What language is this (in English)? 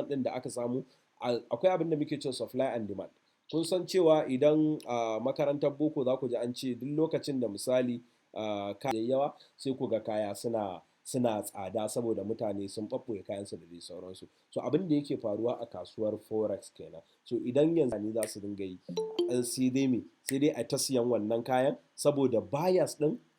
Hausa